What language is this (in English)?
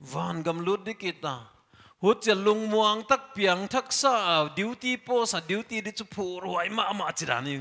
Paite Chin